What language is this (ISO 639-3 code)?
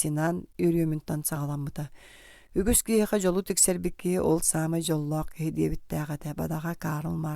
sah